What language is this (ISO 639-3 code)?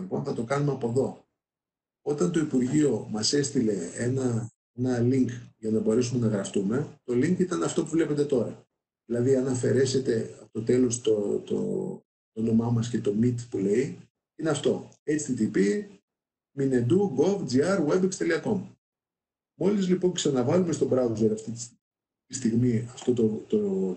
ell